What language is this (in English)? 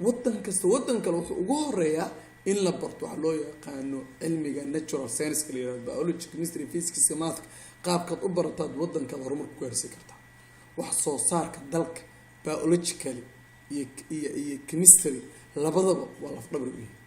Somali